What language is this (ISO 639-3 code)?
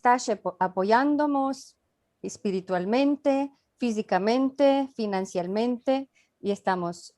lad